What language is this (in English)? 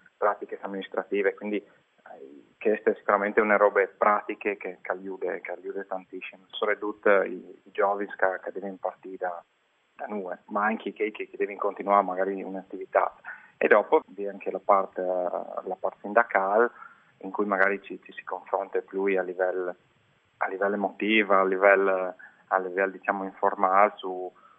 Friulian